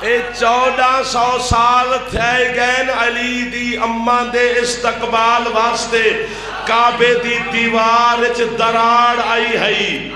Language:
Saraiki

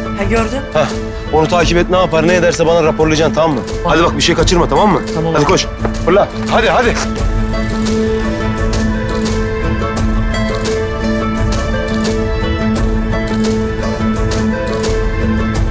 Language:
Turkish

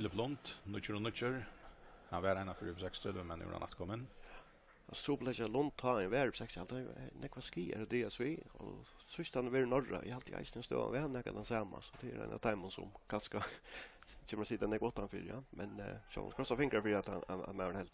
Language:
Faroese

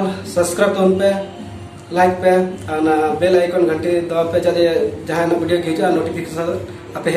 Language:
Santali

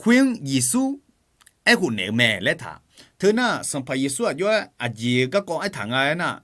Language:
Akha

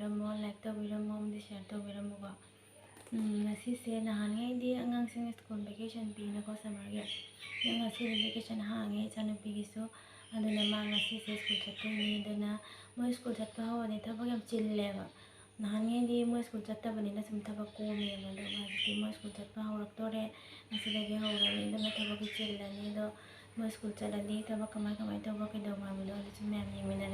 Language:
Manipuri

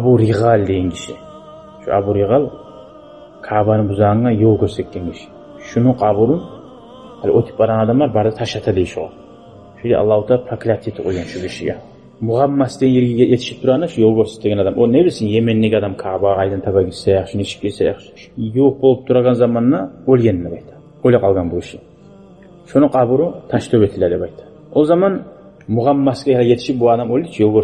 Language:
Kumyk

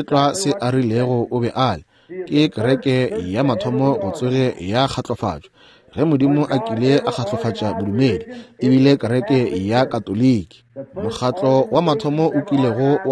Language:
Northern Sotho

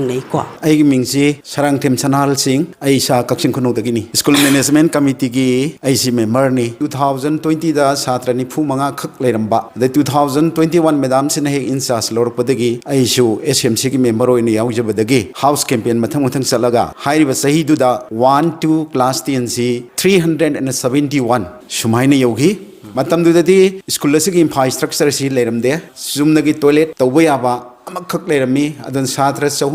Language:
Manipuri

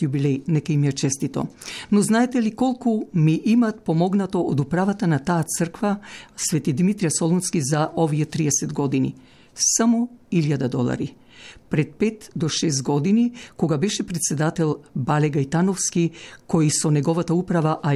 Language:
Macedonian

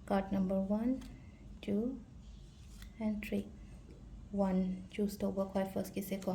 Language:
Manipuri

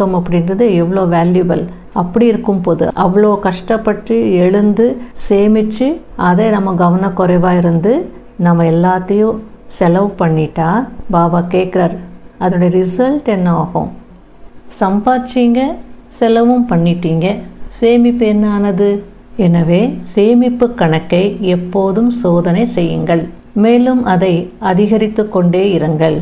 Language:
Tamil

